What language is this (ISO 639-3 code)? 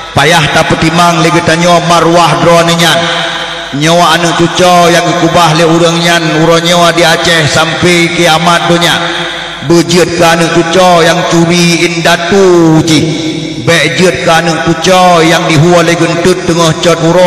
ace